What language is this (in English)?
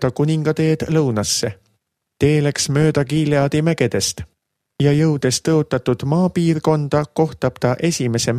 Estonian